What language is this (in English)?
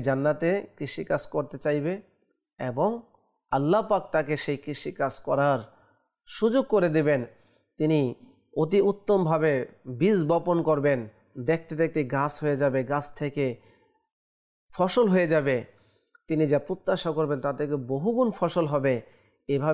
Bangla